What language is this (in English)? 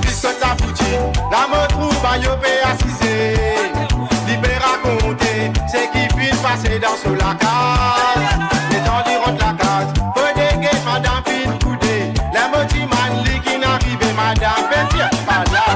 Morisyen